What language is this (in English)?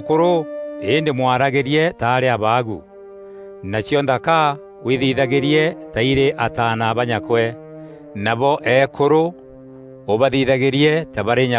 Meru